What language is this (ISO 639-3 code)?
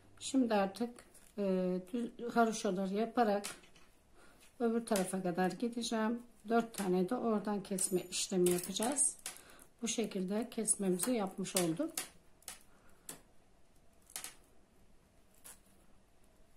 tur